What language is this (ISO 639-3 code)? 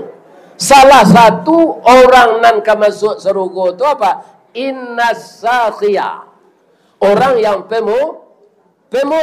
min